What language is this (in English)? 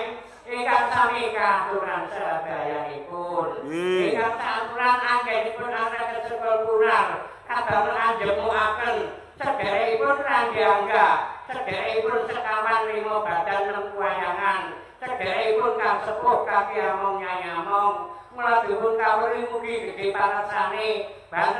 Javanese